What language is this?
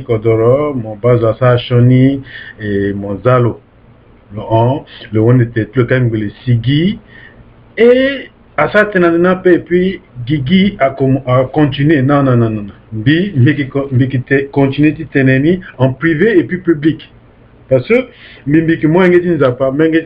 Sango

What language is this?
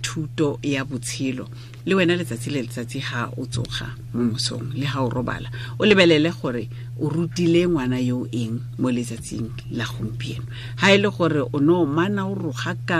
Tswana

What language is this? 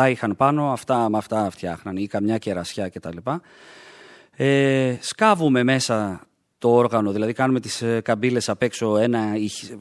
Greek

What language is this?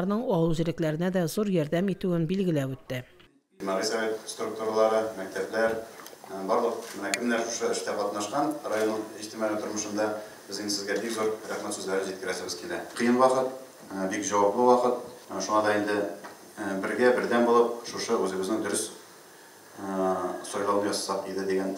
Tatar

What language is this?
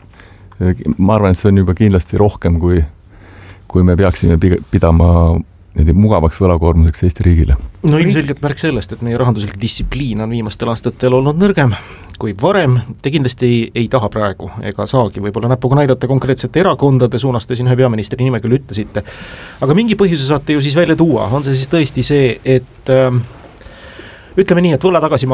Estonian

